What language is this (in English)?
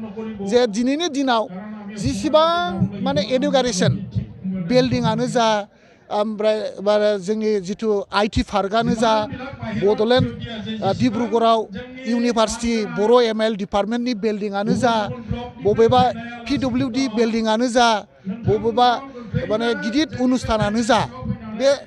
Bodo